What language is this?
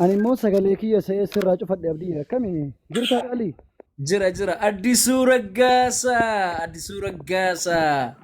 Oromo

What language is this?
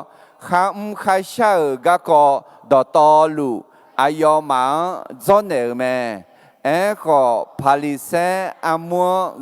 Akha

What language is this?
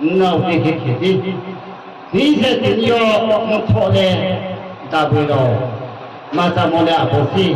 Riang (India)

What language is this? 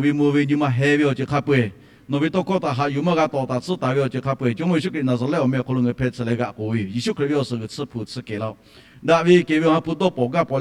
Lahu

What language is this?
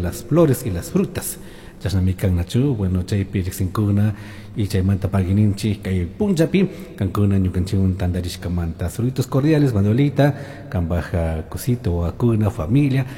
Chimborazo Highland Quichua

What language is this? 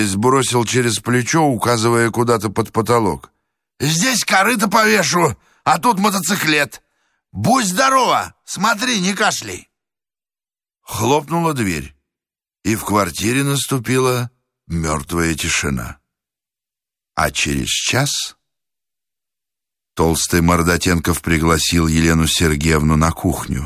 Russian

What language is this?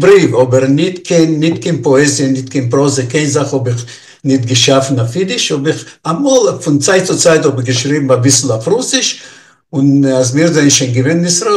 Yiddish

